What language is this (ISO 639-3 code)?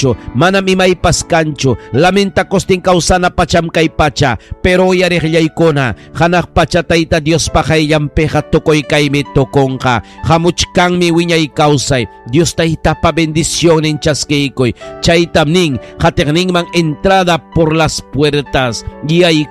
quy